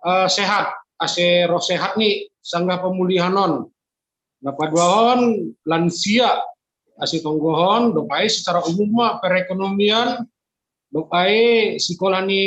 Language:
Batak Simalungun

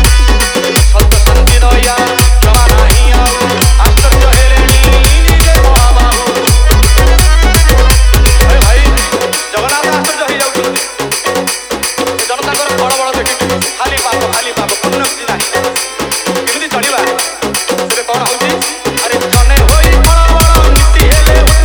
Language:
Odia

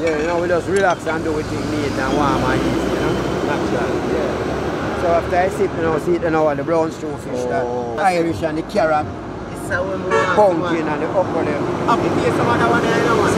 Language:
Jamaican Creole English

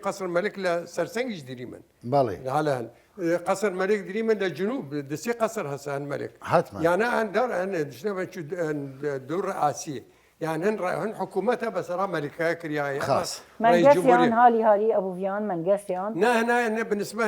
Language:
Southern Kurdish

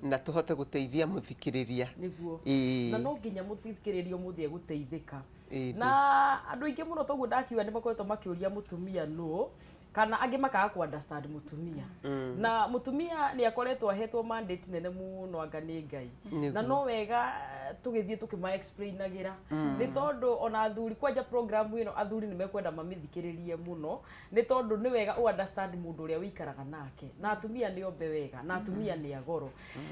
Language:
Kikuyu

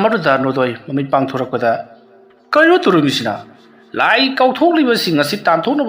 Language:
Manipuri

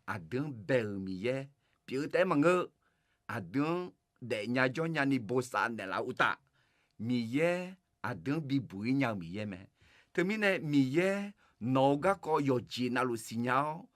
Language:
Akha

